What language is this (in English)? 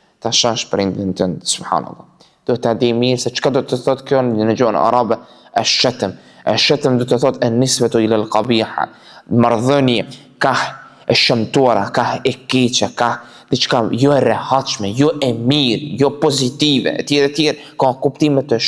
Albanian